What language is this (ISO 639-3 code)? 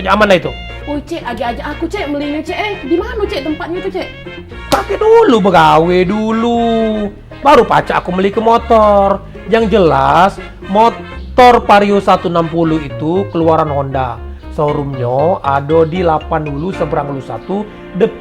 mui